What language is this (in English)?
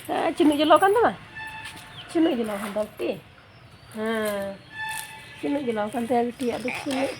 Santali